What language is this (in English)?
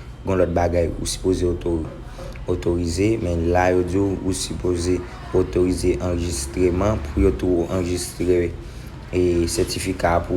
Haitian Creole